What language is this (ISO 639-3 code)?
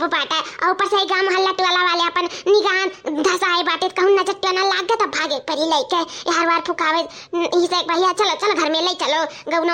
awa